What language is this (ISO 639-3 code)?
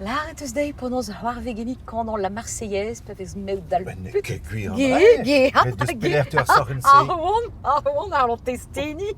bre